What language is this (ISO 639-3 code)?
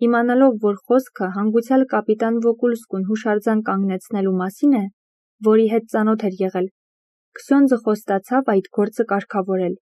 hye